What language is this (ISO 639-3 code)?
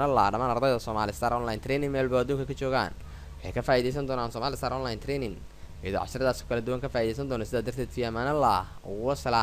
som